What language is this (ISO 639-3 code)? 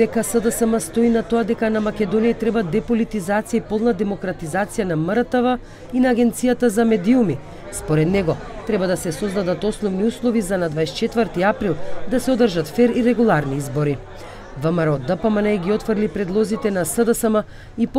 mkd